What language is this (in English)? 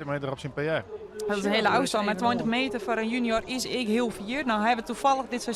Western Frisian